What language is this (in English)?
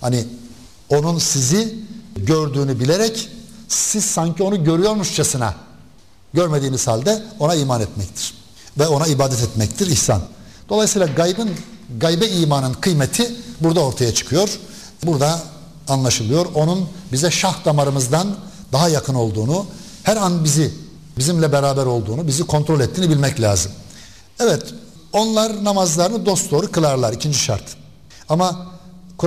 Turkish